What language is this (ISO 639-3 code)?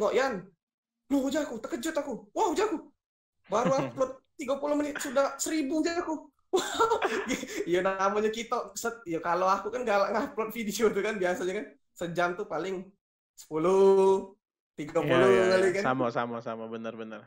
mui